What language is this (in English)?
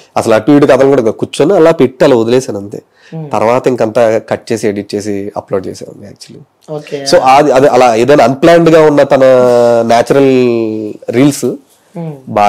Telugu